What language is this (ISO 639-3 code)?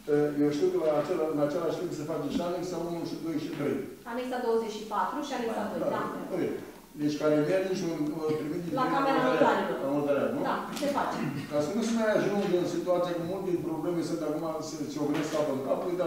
ron